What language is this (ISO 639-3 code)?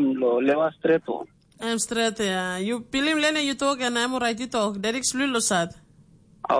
tpi